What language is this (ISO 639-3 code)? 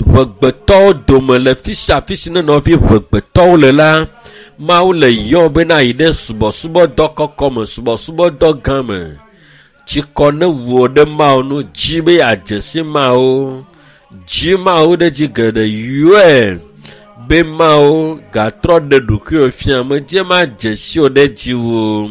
ewe